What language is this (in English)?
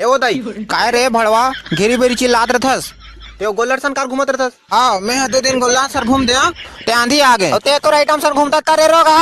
Chhattisgarhi